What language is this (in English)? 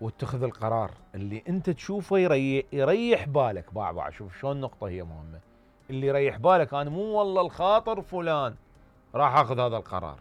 Mesopotamian Arabic